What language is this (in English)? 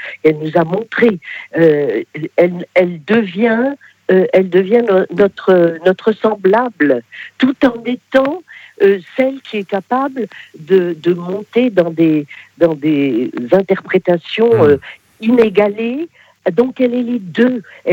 French